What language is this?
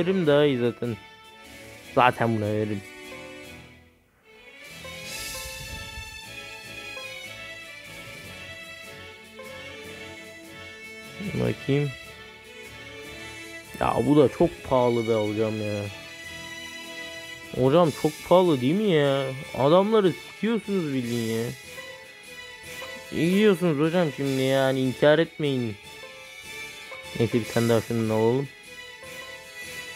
Turkish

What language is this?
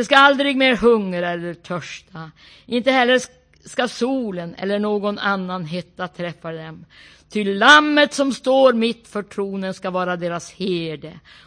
Swedish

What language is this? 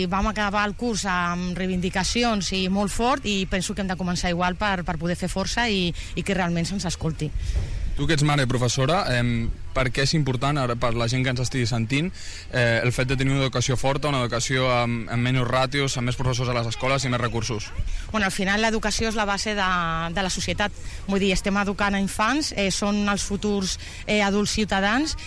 Catalan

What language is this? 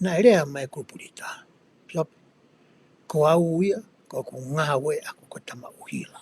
Tongan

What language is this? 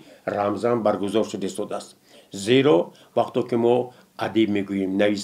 Tajik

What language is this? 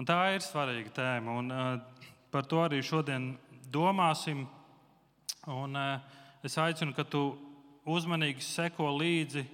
Latvian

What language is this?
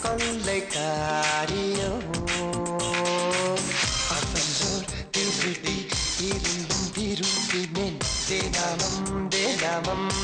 Tamil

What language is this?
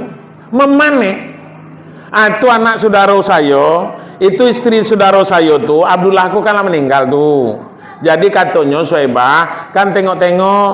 Minangkabau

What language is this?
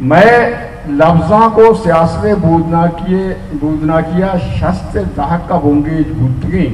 Baluchi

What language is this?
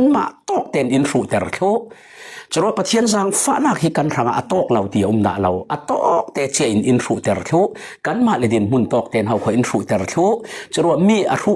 Falam Chin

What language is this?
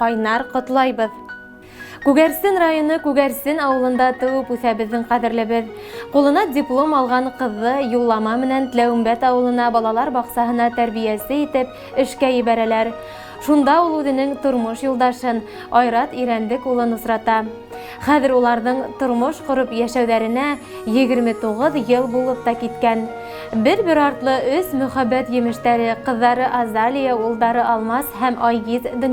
Bashkir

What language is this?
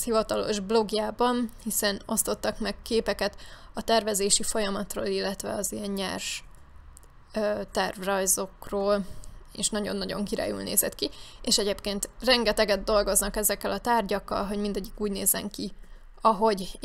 Hungarian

